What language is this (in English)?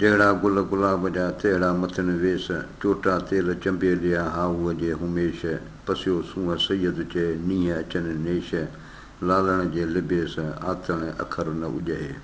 Sindhi